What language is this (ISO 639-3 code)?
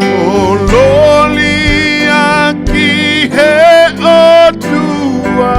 ton